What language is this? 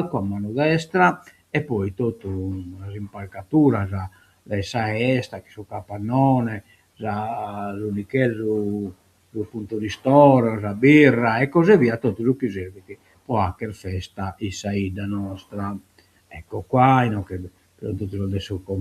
Sardinian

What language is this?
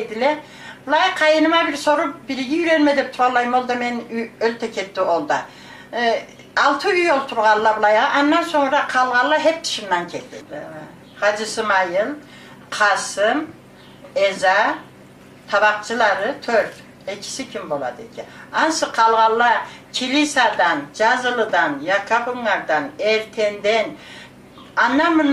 Karachay-Balkar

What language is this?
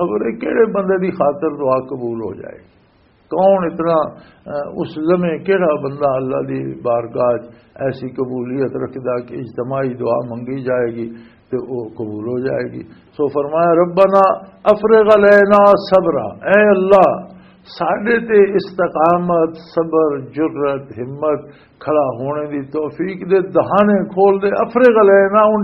Western Panjabi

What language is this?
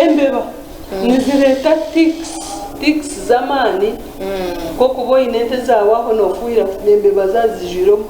Nyankole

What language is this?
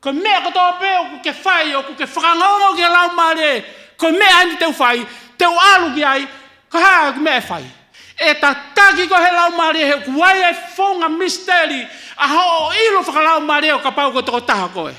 Tongan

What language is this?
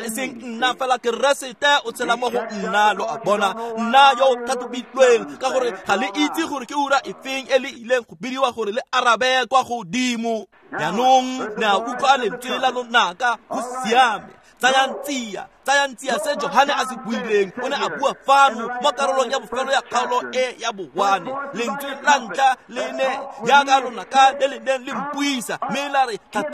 Tswana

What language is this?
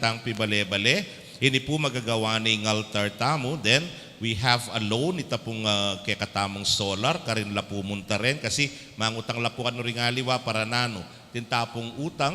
Pampanga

